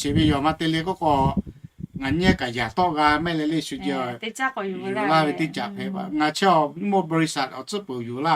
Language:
Lahu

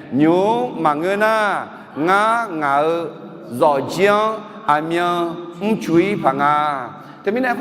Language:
Akha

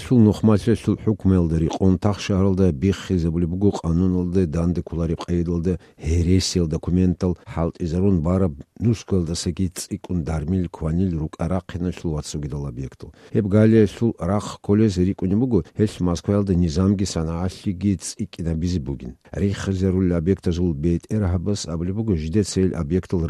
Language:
Avaric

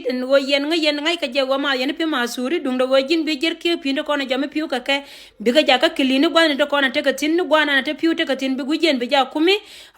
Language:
Nuer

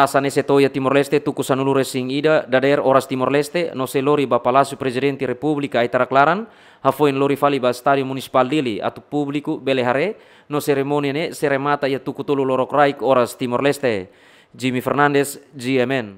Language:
Tetum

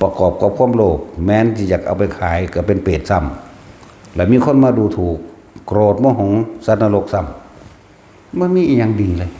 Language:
Northeastern Thai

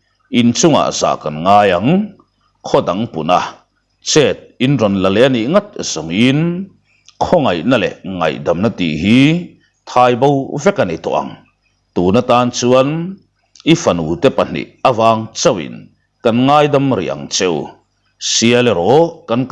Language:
Mizo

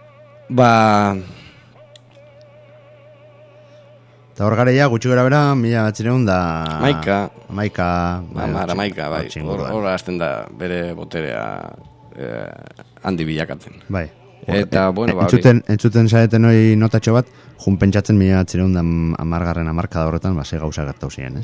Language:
Basque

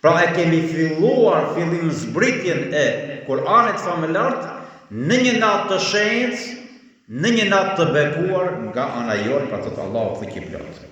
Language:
Albanian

